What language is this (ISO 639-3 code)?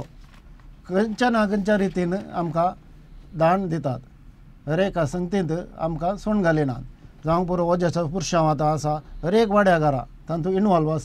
kok